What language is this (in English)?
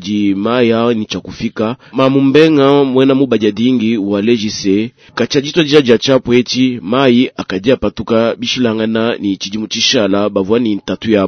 Luba-Lulua